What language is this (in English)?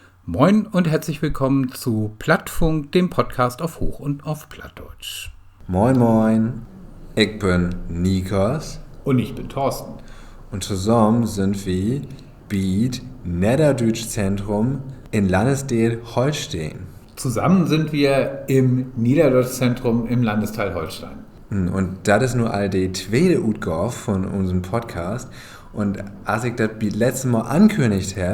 Low German